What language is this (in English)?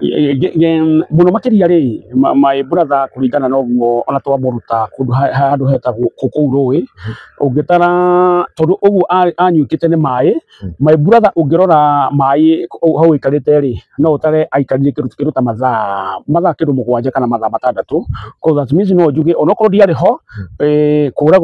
Kikuyu